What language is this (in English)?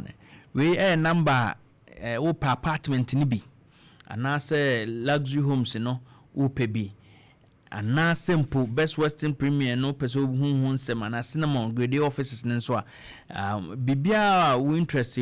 Akan